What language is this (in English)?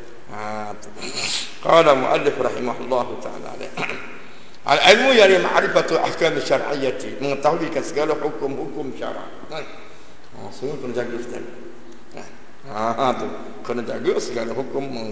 Malay